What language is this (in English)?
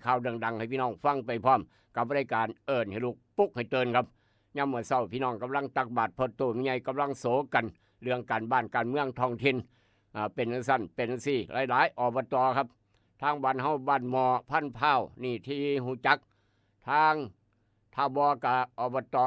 Northeastern Thai